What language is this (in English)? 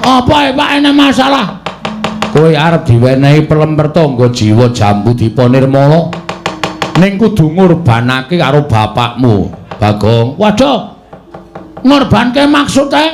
Javanese